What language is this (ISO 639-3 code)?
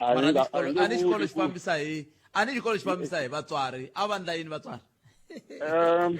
tso